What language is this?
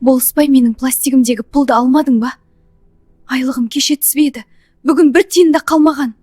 Kara-Kalpak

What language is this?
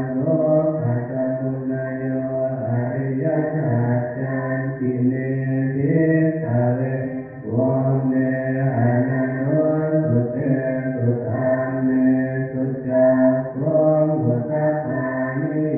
Pali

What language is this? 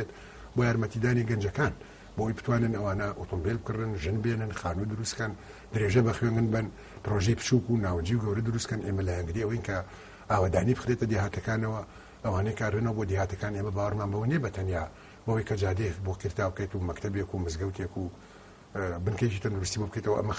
Central Kurdish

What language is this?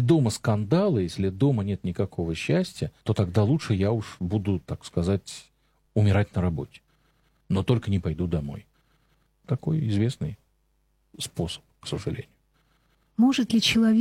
Russian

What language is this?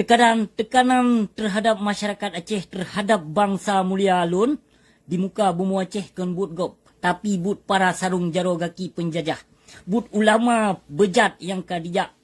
Achinese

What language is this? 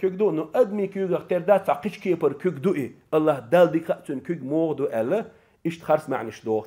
Chechen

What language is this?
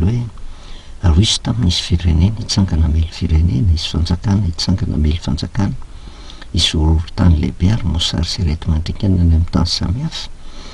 Malagasy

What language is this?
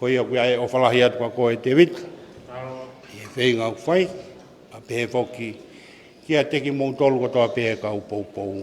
Tongan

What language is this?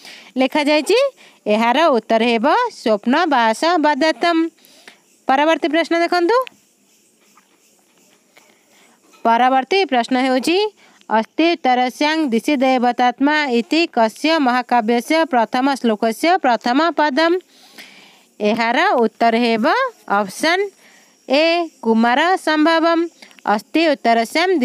Odia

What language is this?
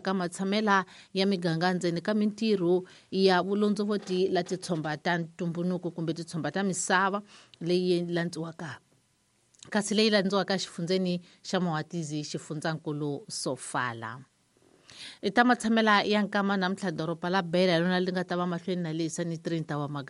Tsonga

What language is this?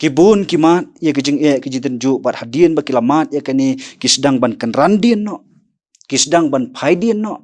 Khasi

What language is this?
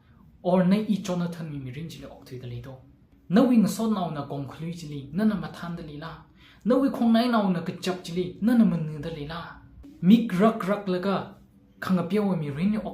Tangkhul Naga (India)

